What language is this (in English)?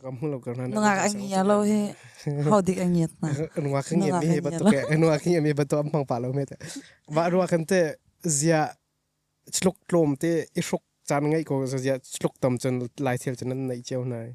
Hakha Chin